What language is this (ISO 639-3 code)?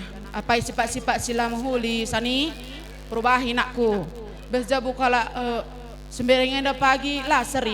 btx